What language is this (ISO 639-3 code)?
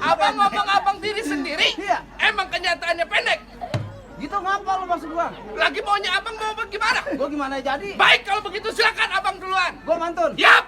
bew